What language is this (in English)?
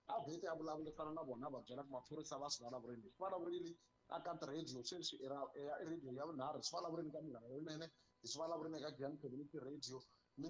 Tsonga